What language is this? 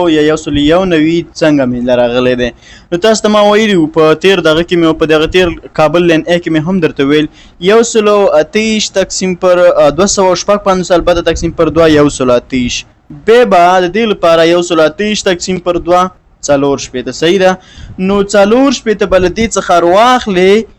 Pashto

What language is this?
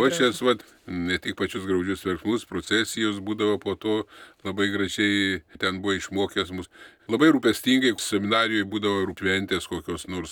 Lithuanian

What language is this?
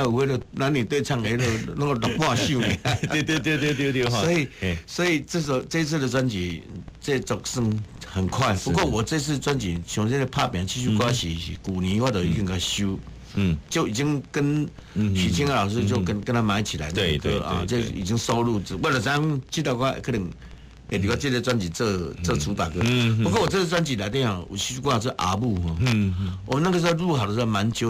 Min Nan Chinese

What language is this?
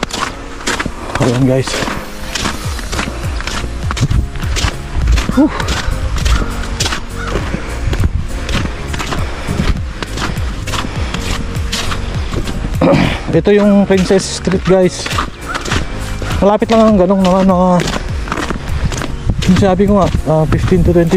Filipino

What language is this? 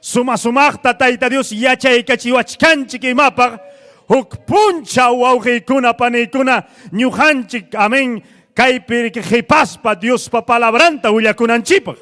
Ayacucho Quechua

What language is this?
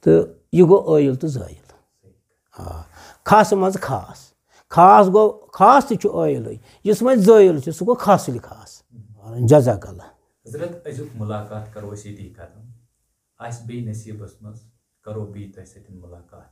Kashmiri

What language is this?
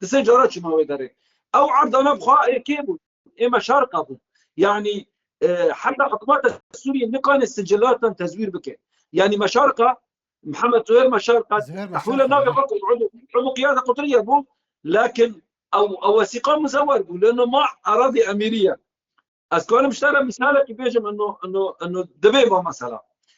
Kurdish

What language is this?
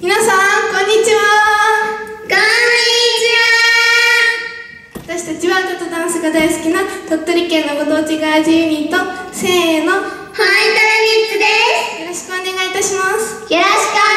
Japanese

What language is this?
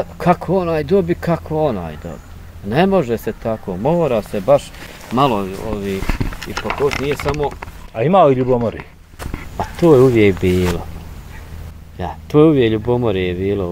Bosnian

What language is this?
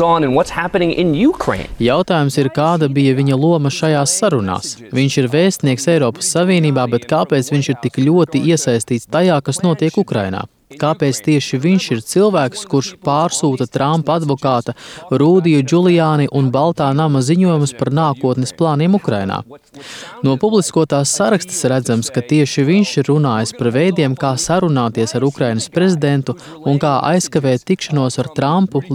Latvian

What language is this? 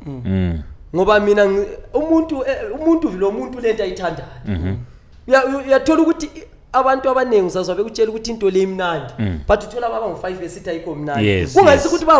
Zulu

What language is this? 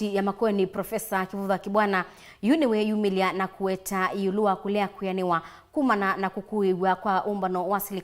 Kamba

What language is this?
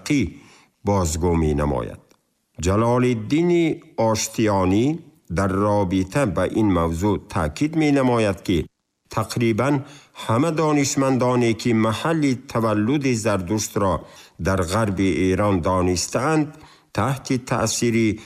Tajik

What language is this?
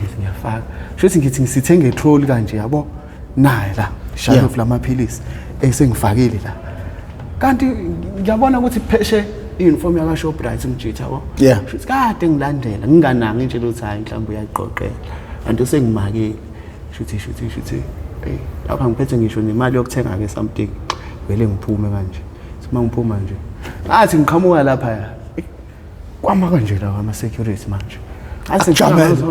Zulu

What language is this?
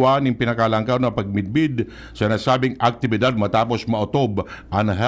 Bikol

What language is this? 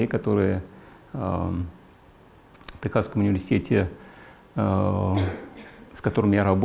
Russian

